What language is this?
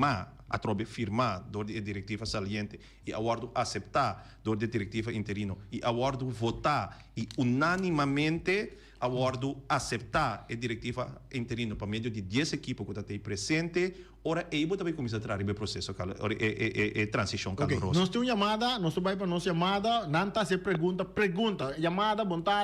Papiamento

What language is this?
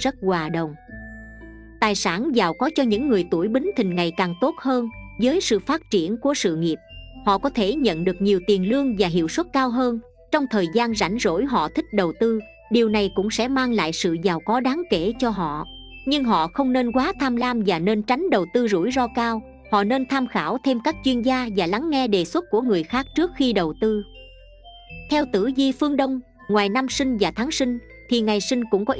Vietnamese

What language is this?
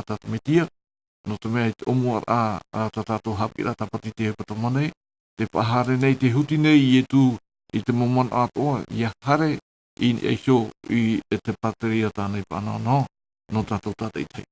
Tahitian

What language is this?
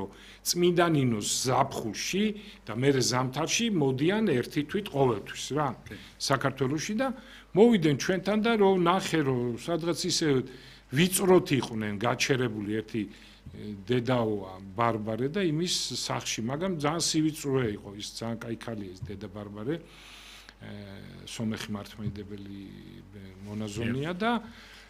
Georgian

